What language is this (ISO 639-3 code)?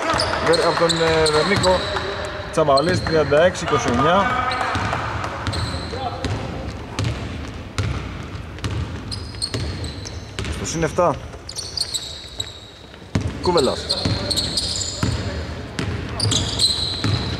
ell